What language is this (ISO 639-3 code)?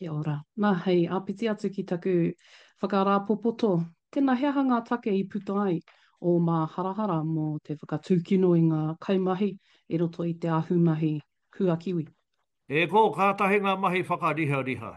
mri